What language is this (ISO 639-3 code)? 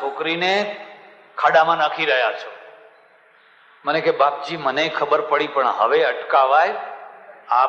guj